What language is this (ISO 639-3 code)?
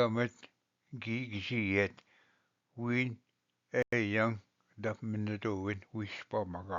oji